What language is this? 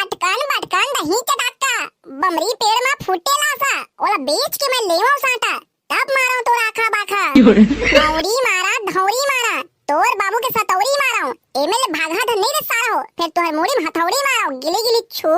Chhattisgarhi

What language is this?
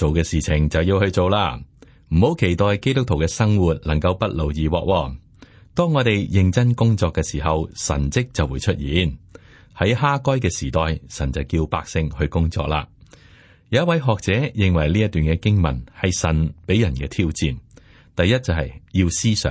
Cantonese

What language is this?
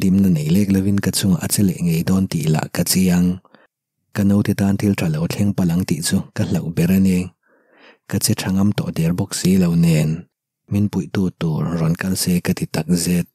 Mizo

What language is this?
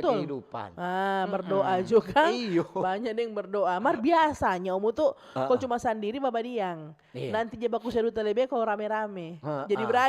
Manado Malay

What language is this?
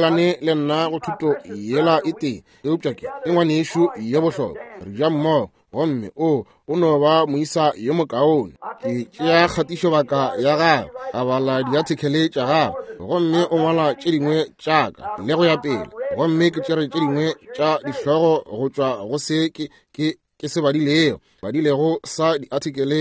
Northern Sotho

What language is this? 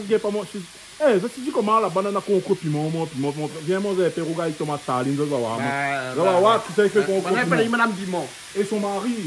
Réunion Creole French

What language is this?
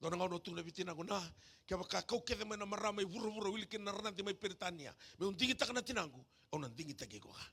Fijian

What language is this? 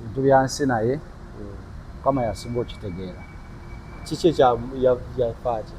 Ganda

